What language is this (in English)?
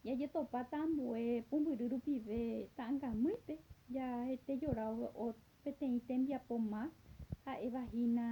Guarani